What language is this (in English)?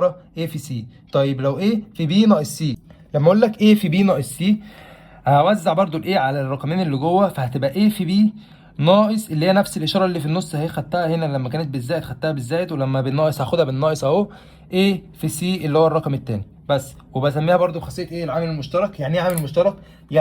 Egyptian Arabic